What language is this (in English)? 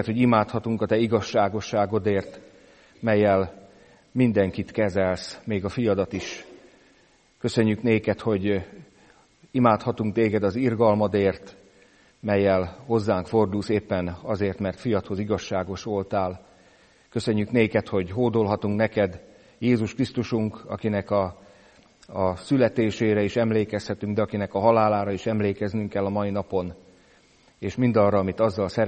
Hungarian